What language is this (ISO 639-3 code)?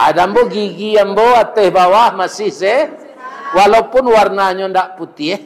min